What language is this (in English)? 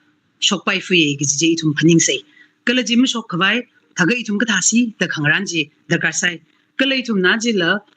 Tangkhul Naga (India)